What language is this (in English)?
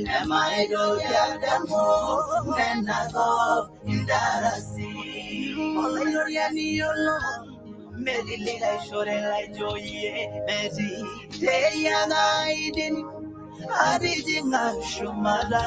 Masai